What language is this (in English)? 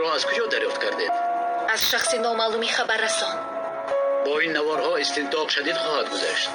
Tajik